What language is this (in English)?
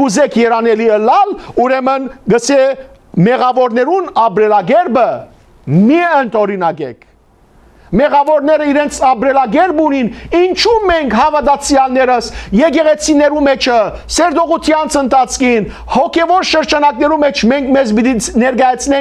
Western Armenian